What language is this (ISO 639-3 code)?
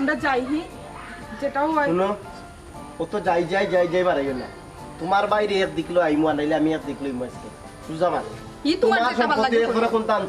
syl